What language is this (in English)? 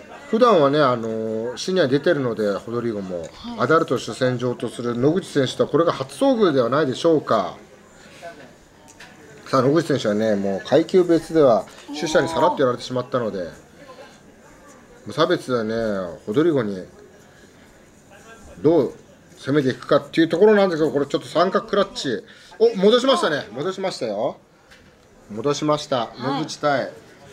Japanese